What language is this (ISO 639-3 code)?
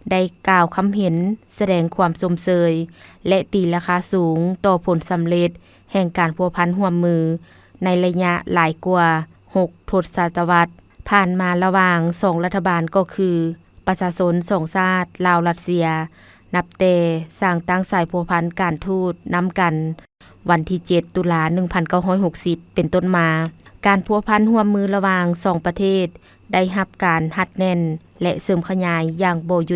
lao